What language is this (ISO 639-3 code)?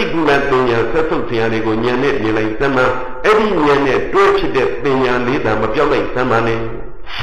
mya